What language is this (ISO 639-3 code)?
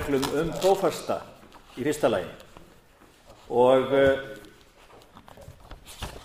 isl